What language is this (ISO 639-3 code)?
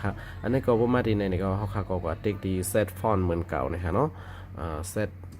shn